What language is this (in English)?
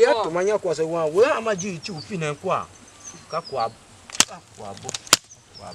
Tiv